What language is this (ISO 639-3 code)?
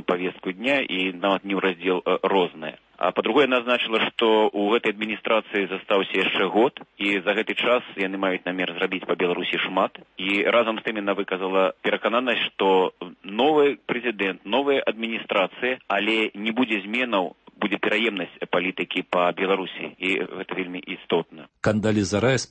bel